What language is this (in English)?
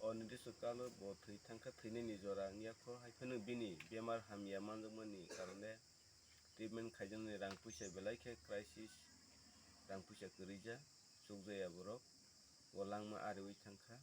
Kok Borok